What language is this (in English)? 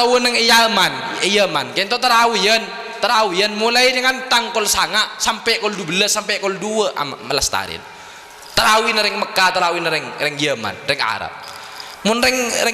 Madurese